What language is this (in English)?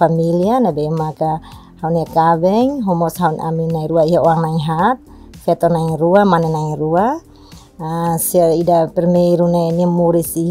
Tetum